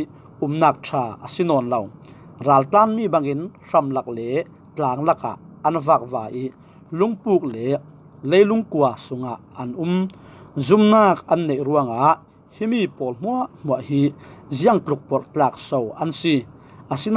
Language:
Falam Chin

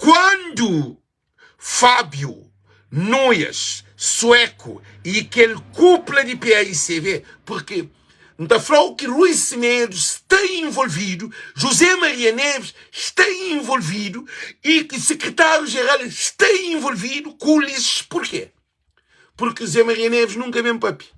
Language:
Kabuverdianu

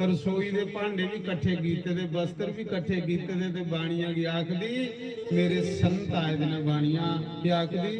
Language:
Dogri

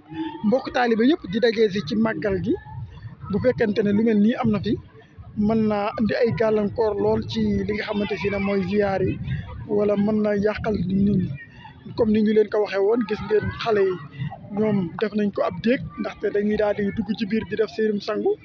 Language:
Wolof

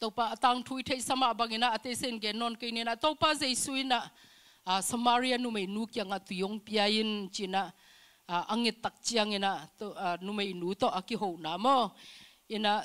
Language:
Tedim Chin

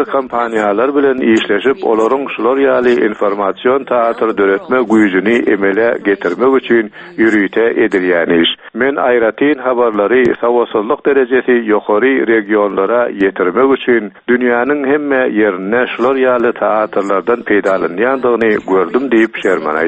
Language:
Turkmen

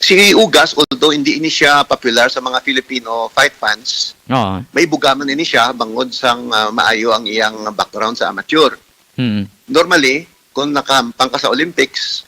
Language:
Hiligaynon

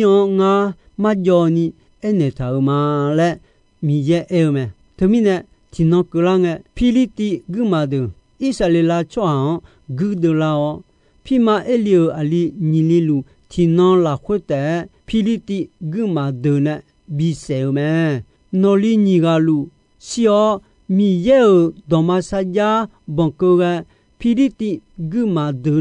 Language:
Akha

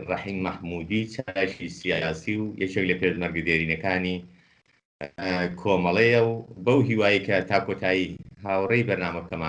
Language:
Central Kurdish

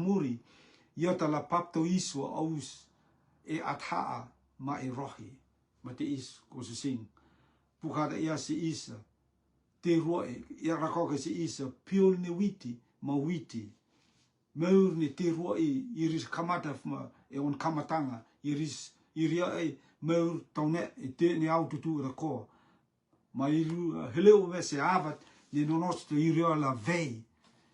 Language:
Rotuman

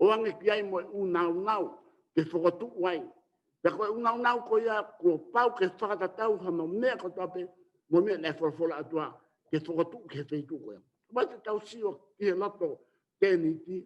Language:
Tongan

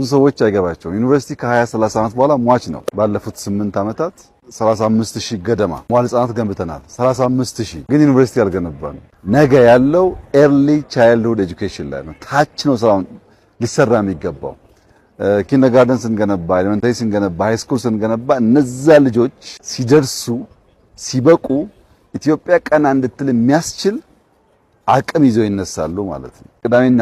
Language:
Amharic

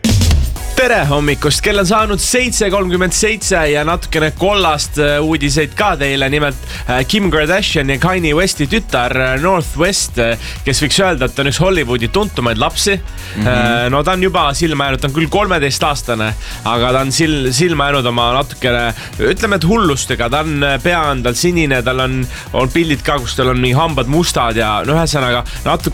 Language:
Estonian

